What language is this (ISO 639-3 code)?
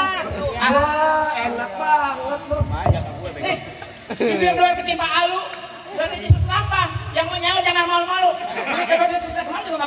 bew